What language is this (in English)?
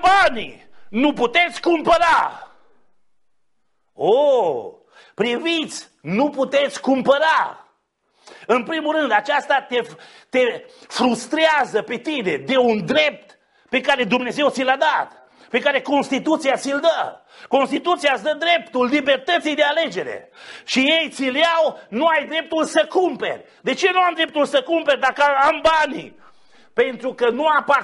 Romanian